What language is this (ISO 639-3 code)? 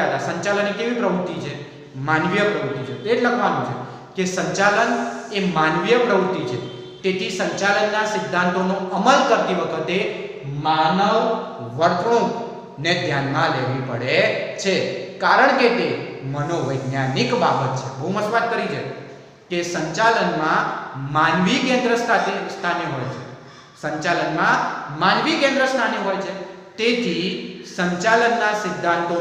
guj